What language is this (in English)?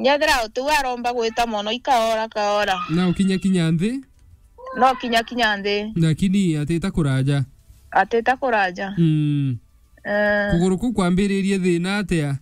Meru